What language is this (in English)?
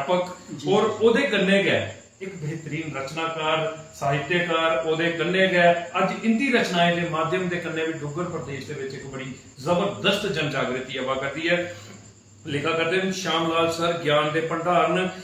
Dogri